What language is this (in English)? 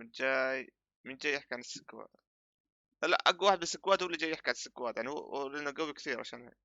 North Levantine Arabic